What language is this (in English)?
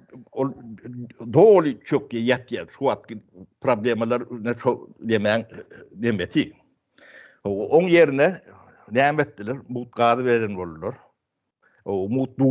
Turkmen